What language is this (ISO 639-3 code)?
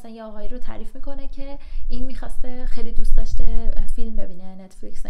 fas